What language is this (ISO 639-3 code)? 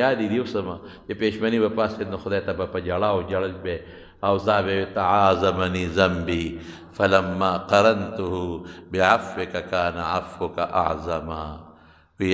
pus